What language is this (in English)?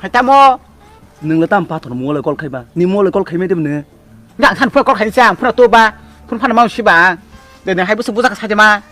Kok Borok